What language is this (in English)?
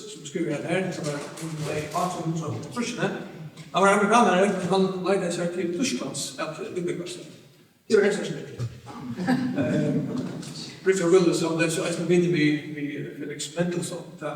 Faroese